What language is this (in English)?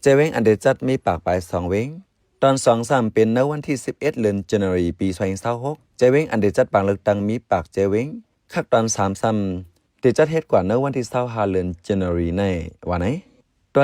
Shan